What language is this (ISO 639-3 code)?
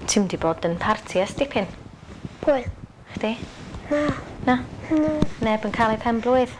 cym